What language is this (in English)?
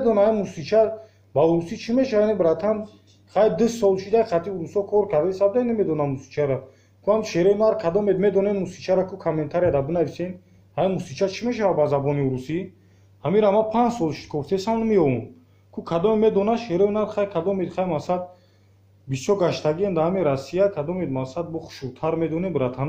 Tajik